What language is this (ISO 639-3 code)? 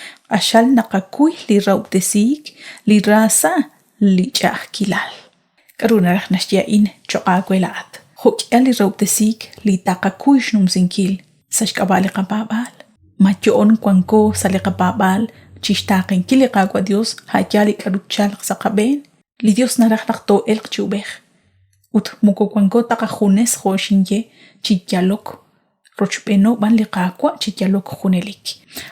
kek